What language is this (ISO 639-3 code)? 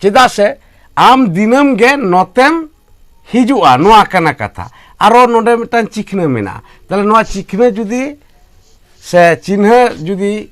sat